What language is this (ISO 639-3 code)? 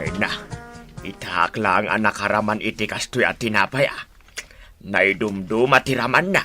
ilo